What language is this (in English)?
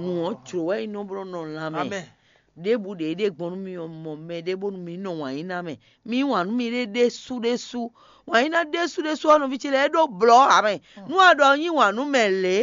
Fon